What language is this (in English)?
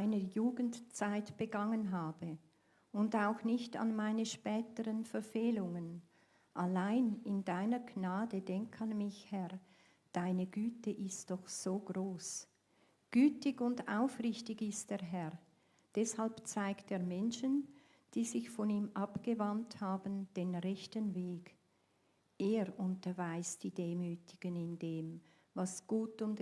Swiss German